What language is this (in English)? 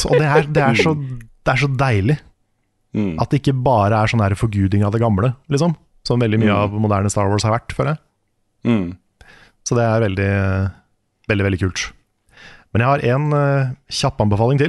Norwegian